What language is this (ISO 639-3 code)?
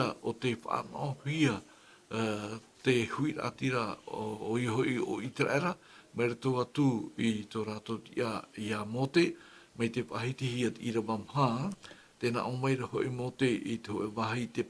tah